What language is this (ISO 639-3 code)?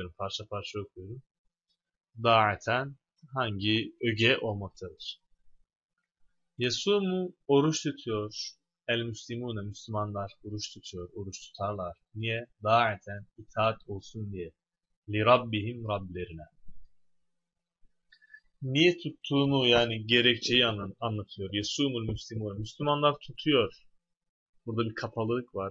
tur